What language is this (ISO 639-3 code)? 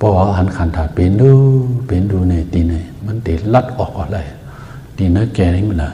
shn